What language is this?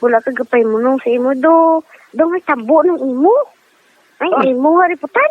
Hiligaynon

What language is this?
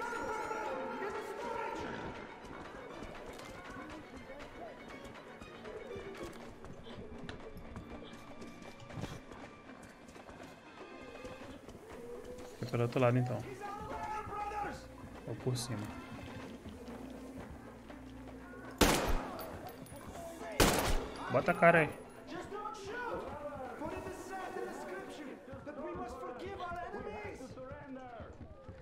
Portuguese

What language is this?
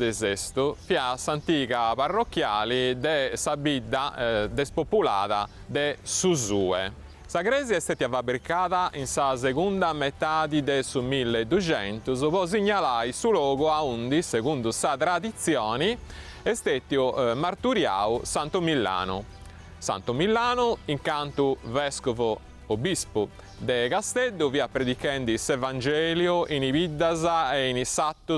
Sardinian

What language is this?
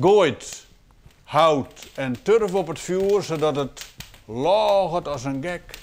Western Frisian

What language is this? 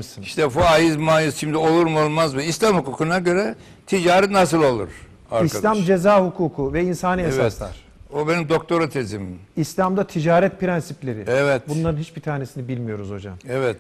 Turkish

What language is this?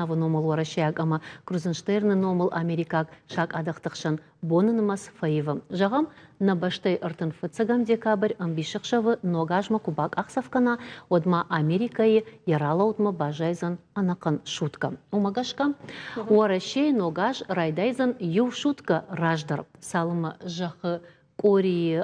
Ossetic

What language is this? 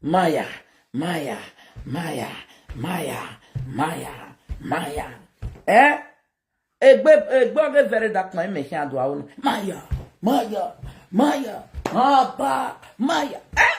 Nigerian Pidgin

